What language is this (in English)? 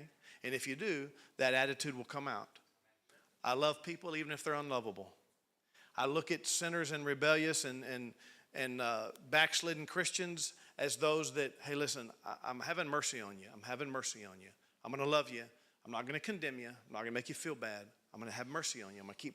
English